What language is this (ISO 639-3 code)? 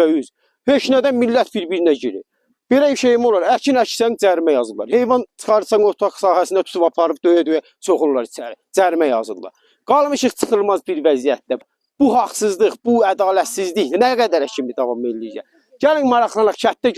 aze